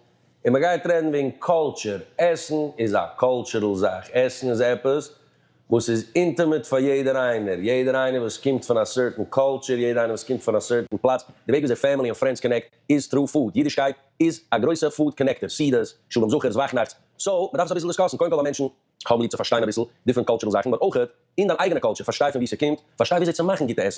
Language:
Yiddish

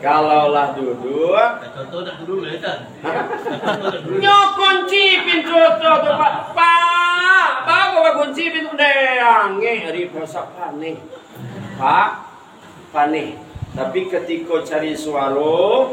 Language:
Minangkabau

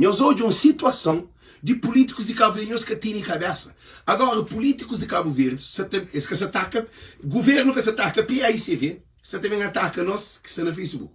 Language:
Kabuverdianu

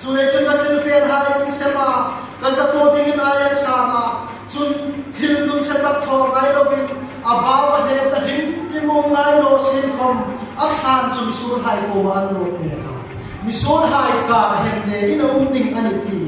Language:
Hmar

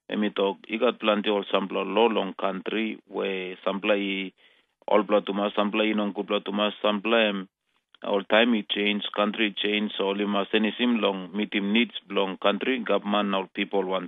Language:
Tok Pisin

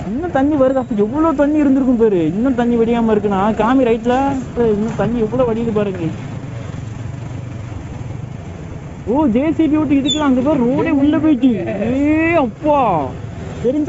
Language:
Tamil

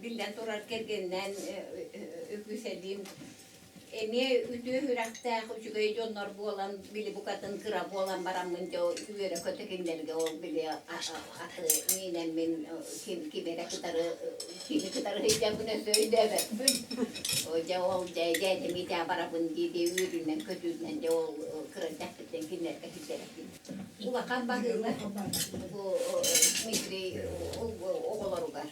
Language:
Yakut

